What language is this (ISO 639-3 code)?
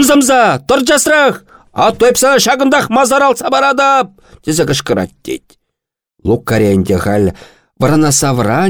chv